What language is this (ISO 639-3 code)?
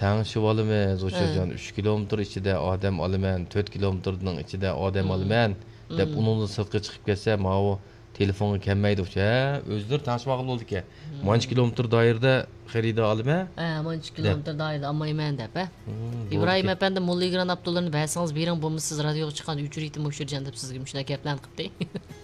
uig